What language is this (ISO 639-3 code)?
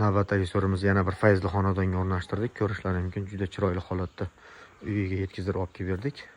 uzb